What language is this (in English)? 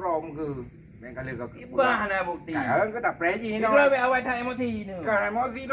Achinese